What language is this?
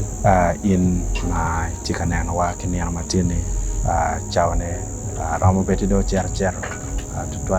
Acoli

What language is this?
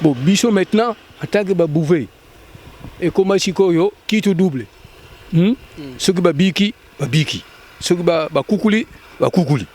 Lingala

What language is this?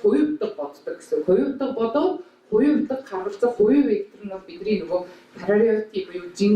Mongolian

